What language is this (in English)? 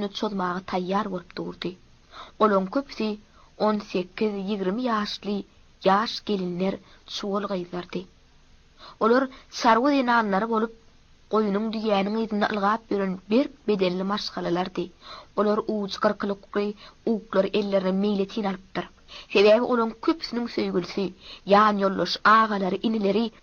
Turkmen